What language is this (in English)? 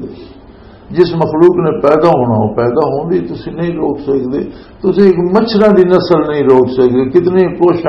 Western Panjabi